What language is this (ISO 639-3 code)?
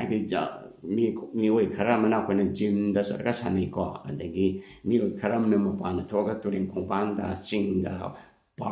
mni